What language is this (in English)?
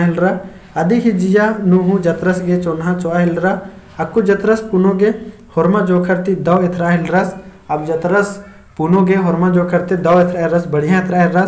Kurukh